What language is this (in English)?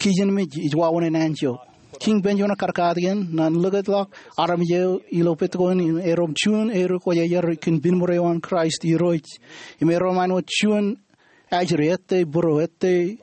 Marshallese